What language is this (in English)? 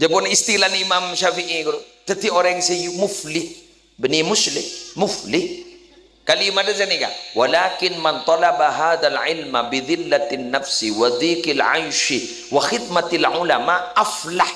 Madurese